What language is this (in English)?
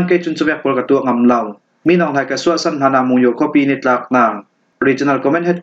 Falam Chin